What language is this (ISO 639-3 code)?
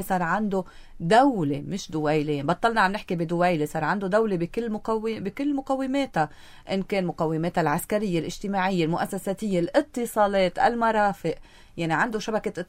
apc